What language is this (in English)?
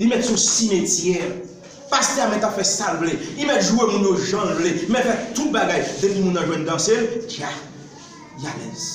Haitian Creole